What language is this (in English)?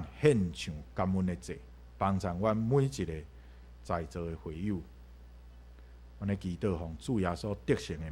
Min Nan Chinese